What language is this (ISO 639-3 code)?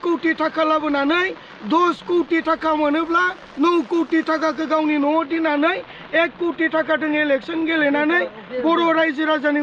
brx